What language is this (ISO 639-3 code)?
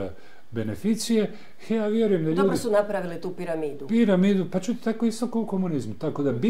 hrv